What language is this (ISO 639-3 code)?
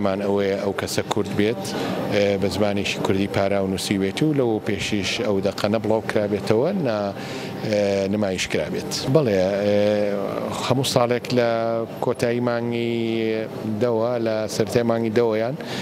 ckb